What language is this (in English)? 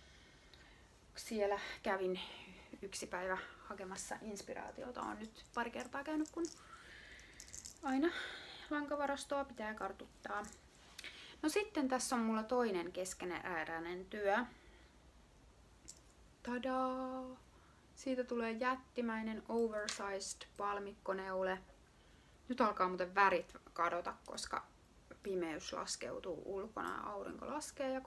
Finnish